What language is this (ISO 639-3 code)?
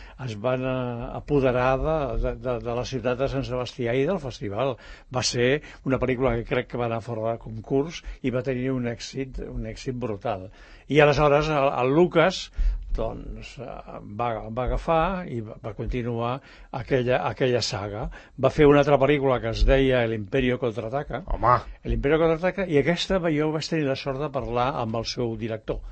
cat